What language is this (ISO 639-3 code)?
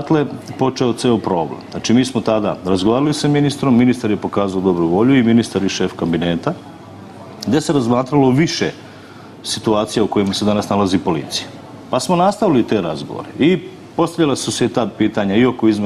srp